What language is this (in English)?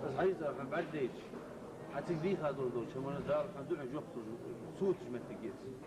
Ingush